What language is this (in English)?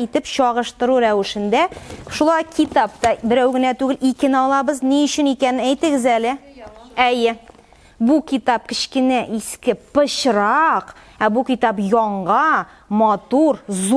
Tatar